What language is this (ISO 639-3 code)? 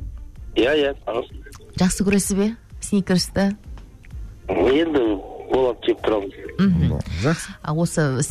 kaz